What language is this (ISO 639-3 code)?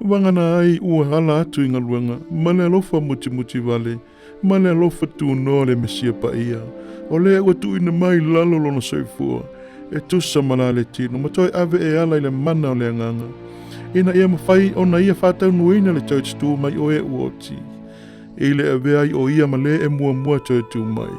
smo